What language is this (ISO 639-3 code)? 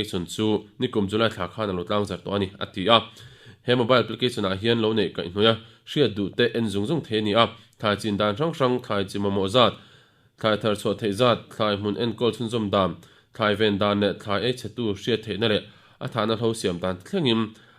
lus